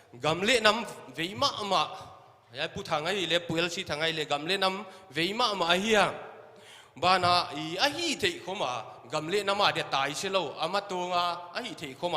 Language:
Paite Chin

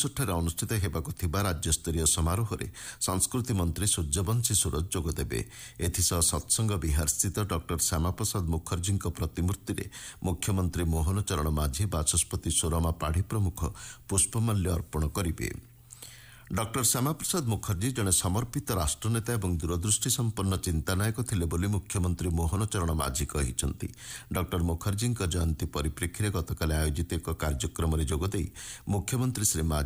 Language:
Odia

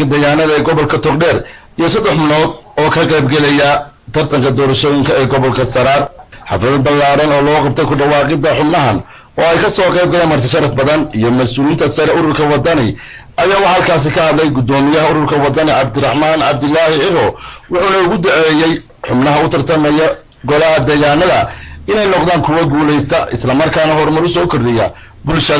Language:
Somali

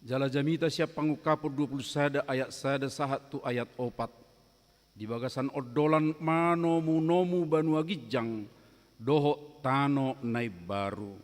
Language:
Batak Toba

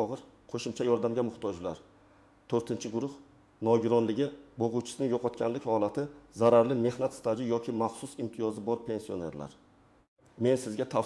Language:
Uzbek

